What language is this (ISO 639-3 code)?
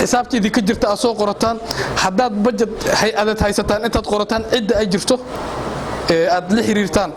som